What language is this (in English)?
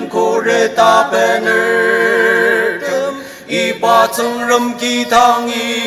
Ao Naga